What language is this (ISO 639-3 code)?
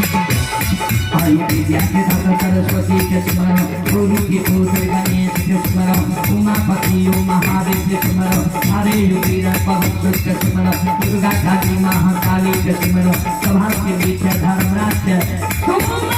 mai